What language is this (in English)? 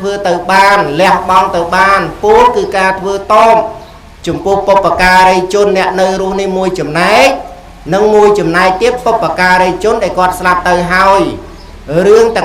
Khmer